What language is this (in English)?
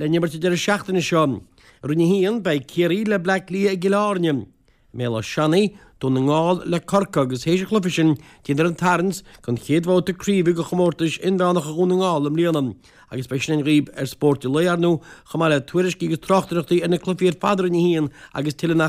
Irish